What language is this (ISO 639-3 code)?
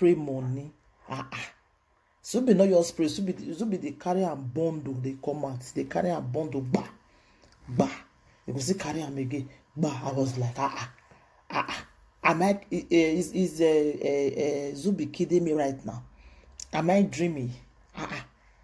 pcm